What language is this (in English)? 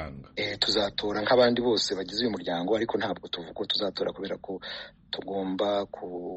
Kinyarwanda